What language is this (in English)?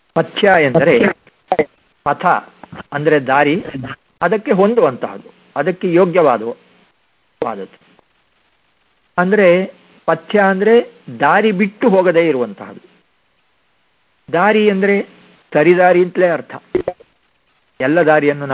Kannada